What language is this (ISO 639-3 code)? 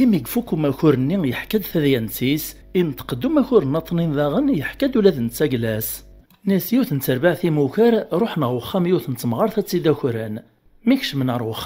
kab